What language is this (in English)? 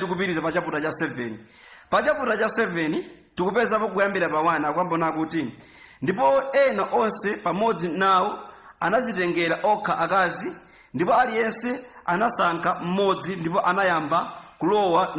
Nyanja